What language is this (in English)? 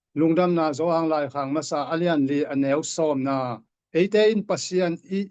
Tedim Chin